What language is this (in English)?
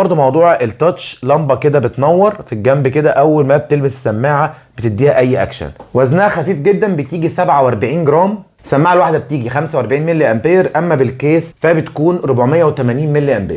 Egyptian Arabic